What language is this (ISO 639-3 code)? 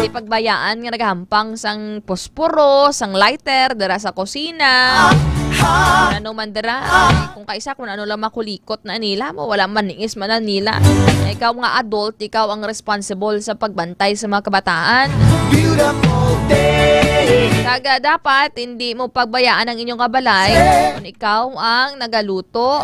hil